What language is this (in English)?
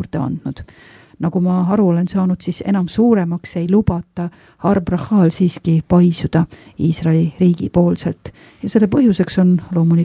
Estonian